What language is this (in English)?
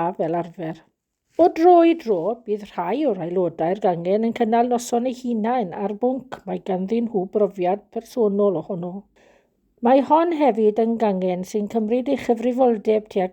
Welsh